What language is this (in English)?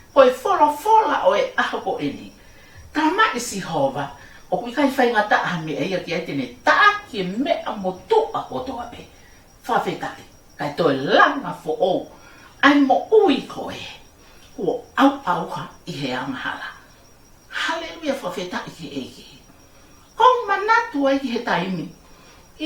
Tongan